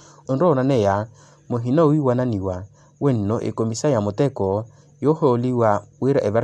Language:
Makhuwa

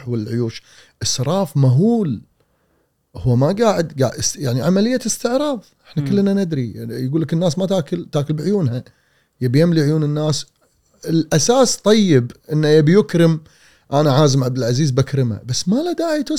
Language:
Gulf Arabic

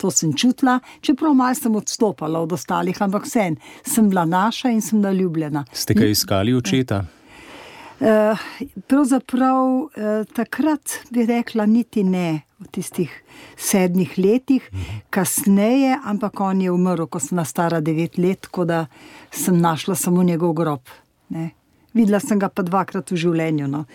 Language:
Slovenian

